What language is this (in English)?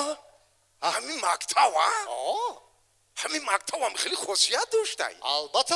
Tajik